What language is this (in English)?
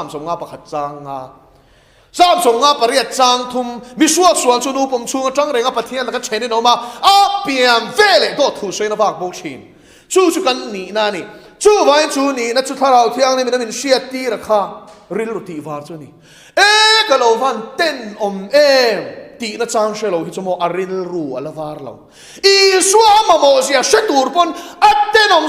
Mizo